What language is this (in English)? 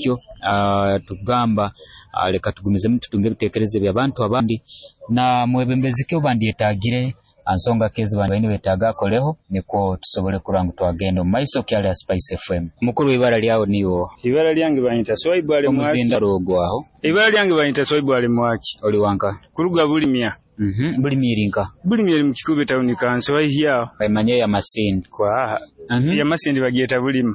Nyoro